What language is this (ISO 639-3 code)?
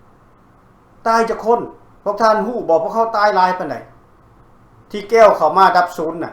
lao